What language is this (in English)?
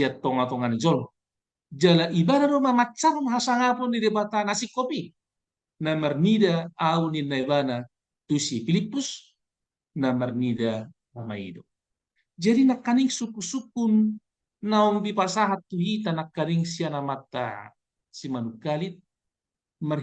Batak Toba